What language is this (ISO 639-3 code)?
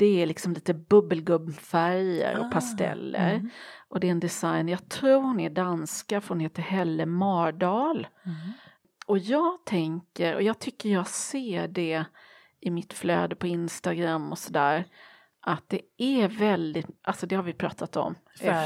swe